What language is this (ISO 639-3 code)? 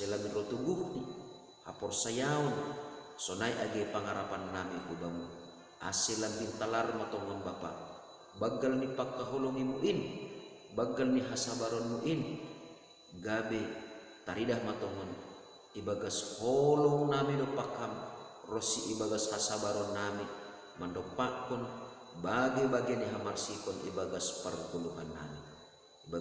bts